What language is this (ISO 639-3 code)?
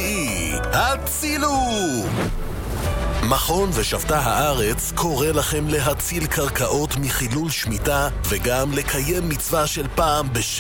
heb